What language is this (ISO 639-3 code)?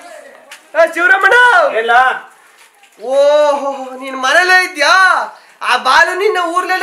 kan